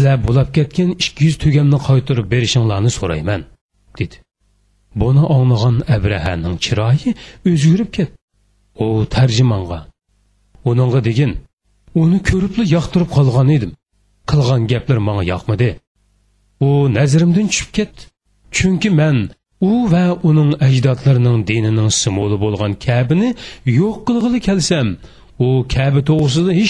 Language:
Uyghur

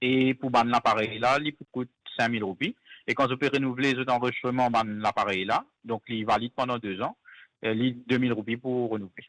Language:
Morisyen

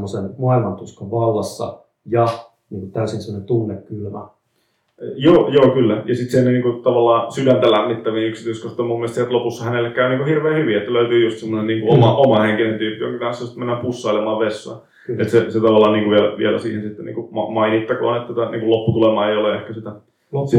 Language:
Finnish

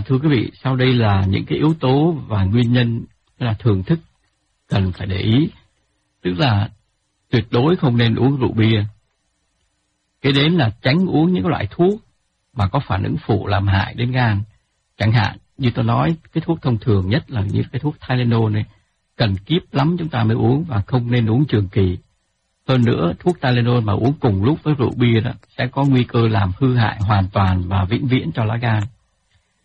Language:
Vietnamese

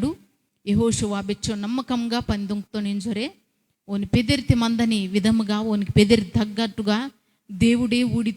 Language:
Koya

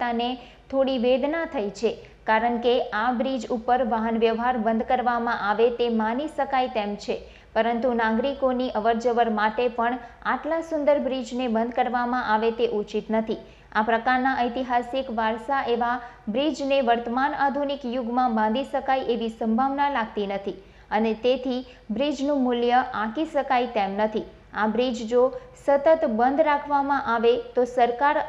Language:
Gujarati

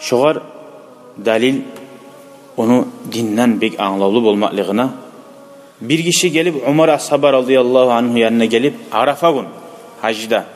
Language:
Kumyk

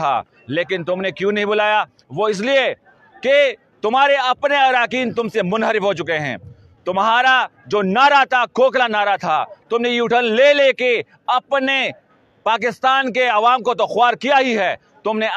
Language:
Urdu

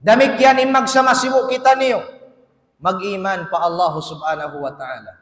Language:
Tausug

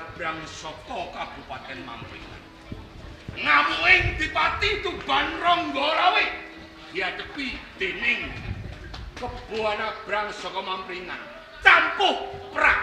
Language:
Javanese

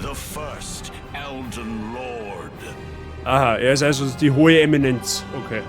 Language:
Bavarian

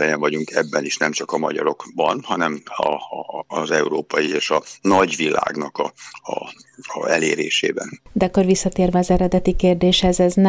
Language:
Hungarian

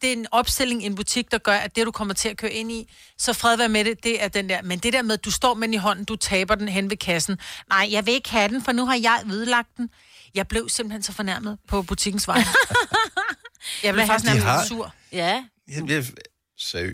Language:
Danish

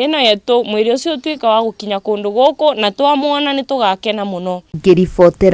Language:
Kikuyu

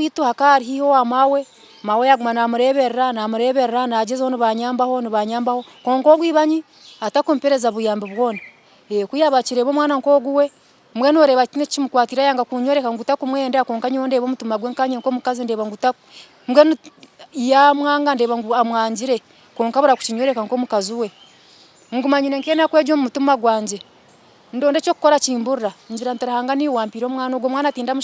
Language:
Nyankole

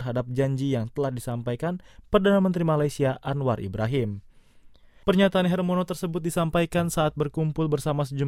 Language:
Indonesian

